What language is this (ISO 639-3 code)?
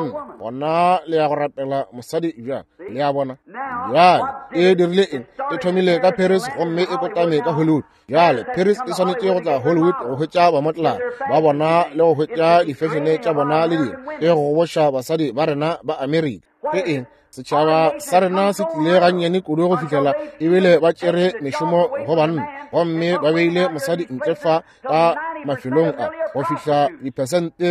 nso